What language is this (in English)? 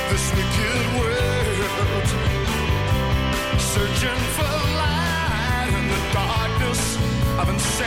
Danish